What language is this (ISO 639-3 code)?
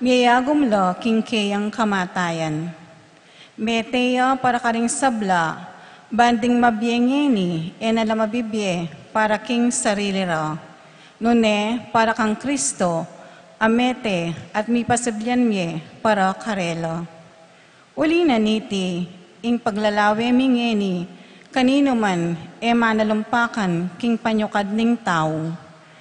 pam